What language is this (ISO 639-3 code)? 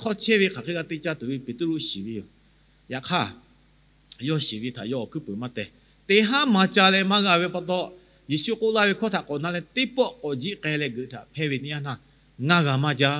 lhu